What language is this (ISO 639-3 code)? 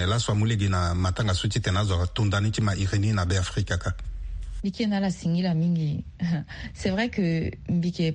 sag